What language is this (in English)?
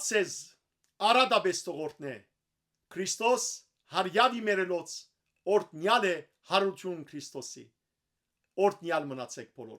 Western Armenian